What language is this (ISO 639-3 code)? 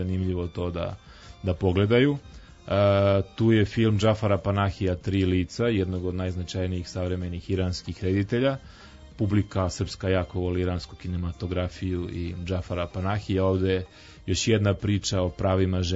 srp